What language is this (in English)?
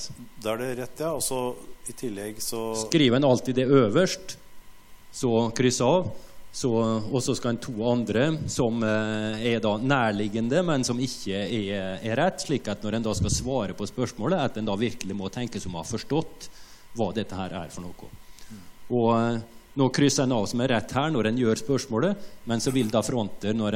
Norwegian